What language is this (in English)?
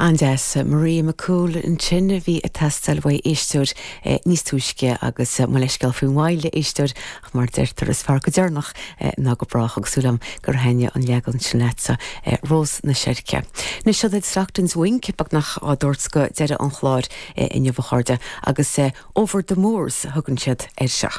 Irish